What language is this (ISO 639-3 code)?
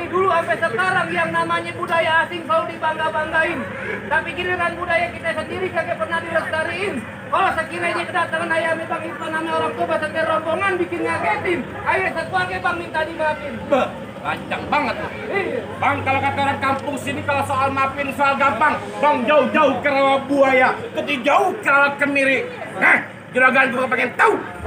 bew